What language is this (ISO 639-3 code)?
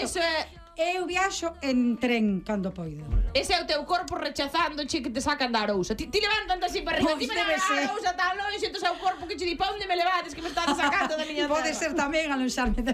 glg